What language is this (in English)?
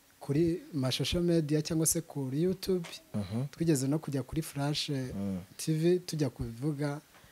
Kinyarwanda